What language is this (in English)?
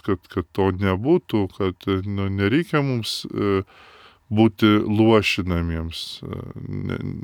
Lithuanian